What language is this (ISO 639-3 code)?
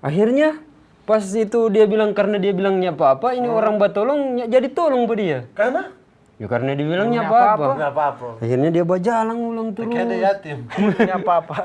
xmm